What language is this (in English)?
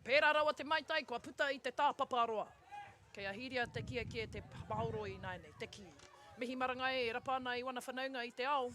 Māori